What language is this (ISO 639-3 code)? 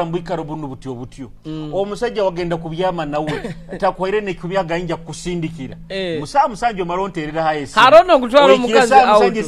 nyo